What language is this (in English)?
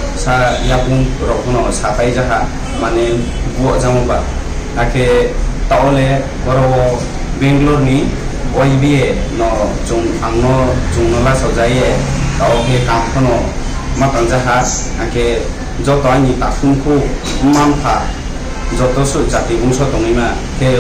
Riang (India)